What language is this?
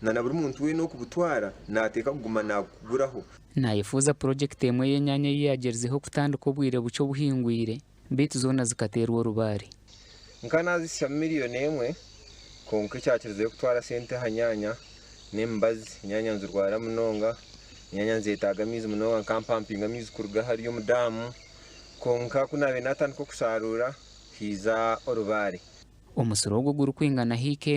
Nyankole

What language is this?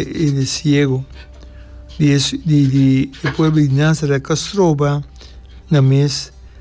Papiamento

